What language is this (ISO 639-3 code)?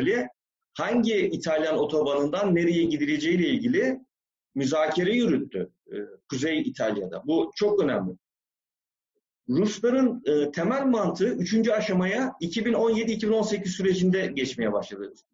tur